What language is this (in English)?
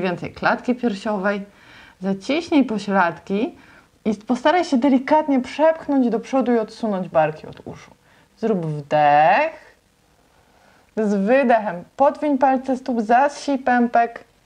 Polish